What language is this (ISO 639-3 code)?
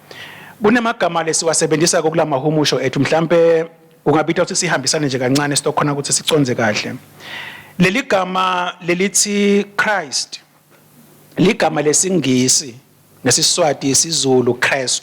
ssw